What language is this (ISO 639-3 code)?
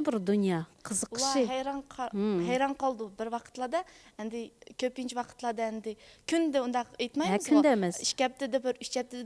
uig